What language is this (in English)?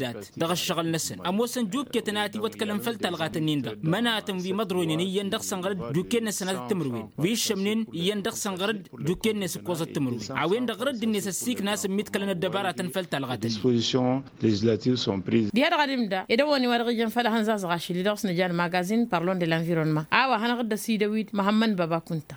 Tamasheq